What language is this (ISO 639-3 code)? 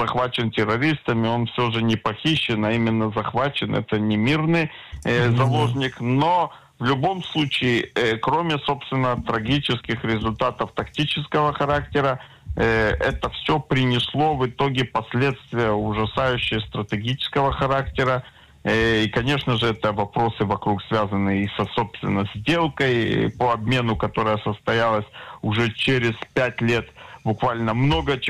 rus